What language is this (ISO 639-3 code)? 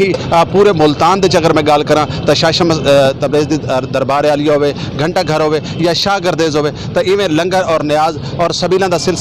skr